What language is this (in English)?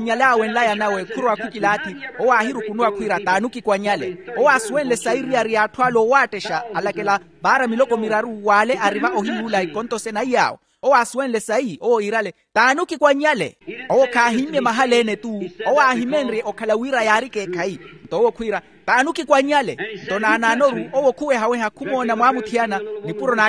Makhuwa